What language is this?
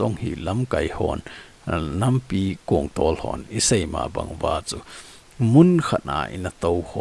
Thado Chin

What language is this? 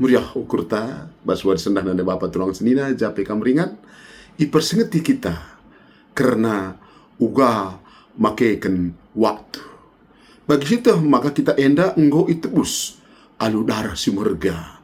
Batak Karo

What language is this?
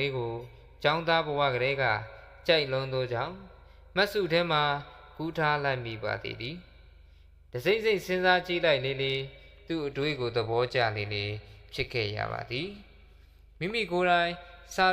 Burmese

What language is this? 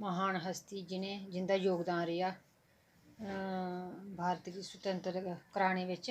Dogri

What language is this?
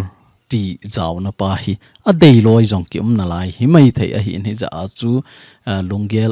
Thado Chin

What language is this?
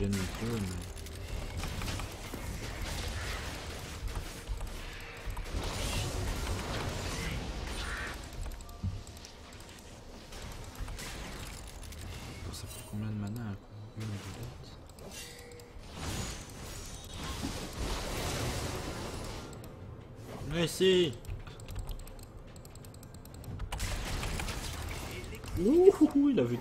French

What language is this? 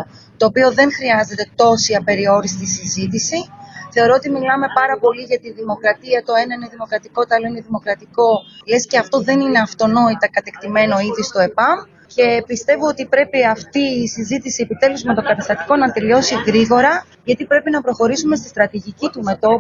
Greek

